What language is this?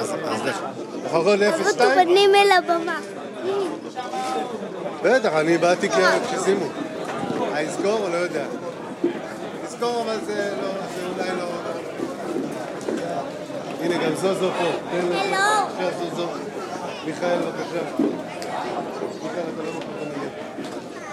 Hebrew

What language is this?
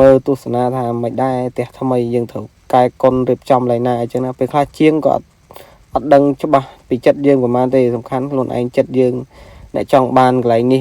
Khmer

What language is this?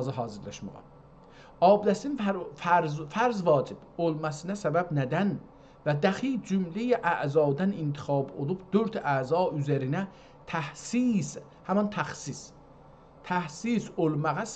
South Azerbaijani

